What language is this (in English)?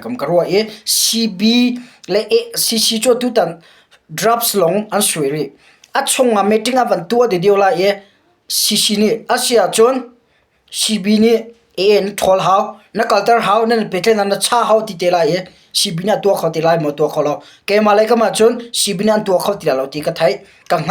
Hakha Chin